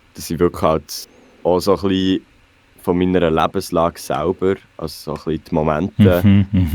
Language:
Swiss German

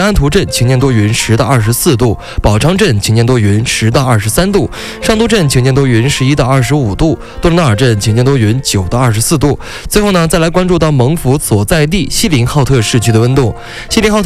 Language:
Chinese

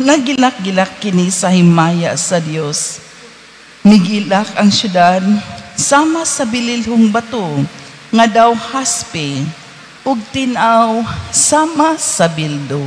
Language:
Cebuano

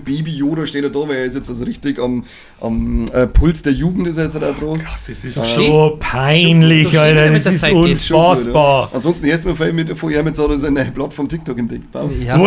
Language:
Bavarian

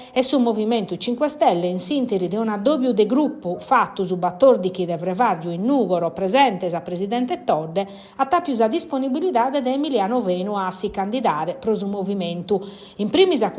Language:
Sardinian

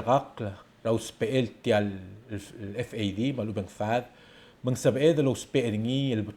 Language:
Palauan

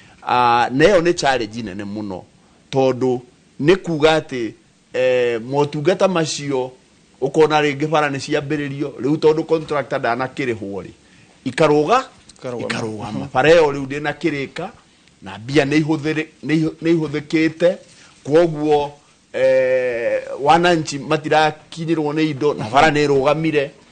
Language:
Kikuyu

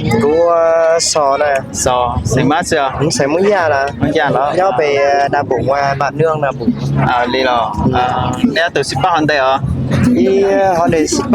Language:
Hmong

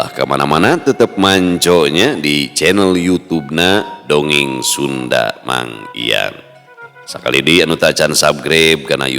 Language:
Sundanese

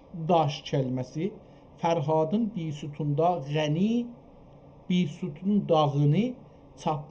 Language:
South Azerbaijani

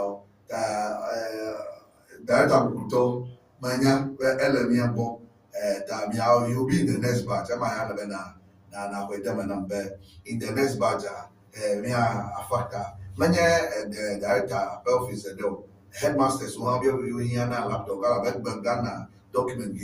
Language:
Ewe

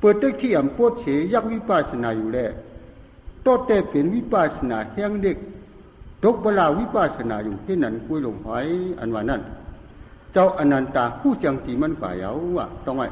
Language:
Shan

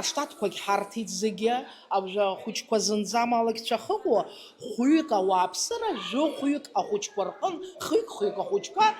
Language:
Abkhazian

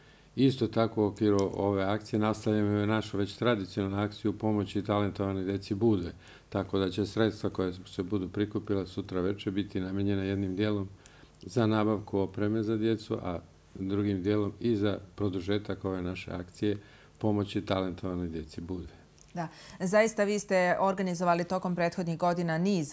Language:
Bosnian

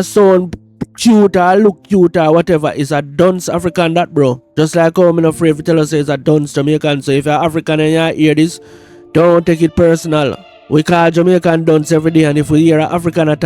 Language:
Jamaican Creole English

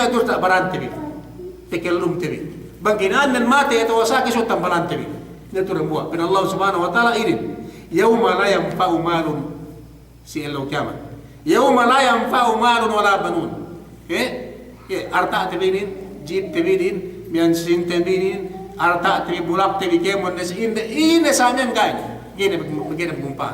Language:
Yakan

